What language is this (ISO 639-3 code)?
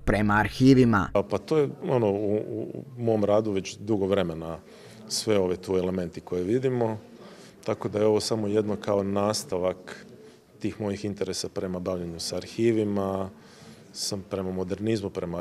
hrv